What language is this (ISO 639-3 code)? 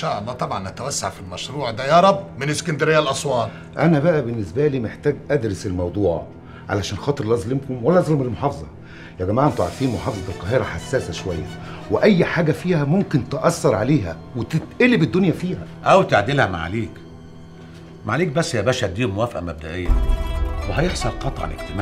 arz